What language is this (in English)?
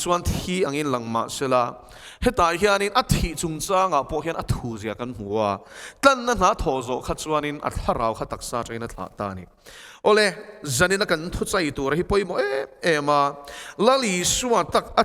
Mizo